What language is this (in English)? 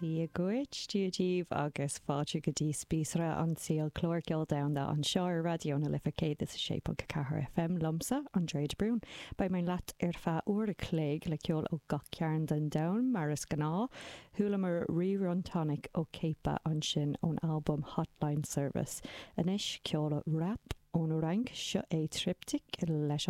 Irish